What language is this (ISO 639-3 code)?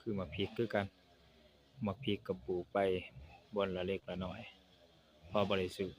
lao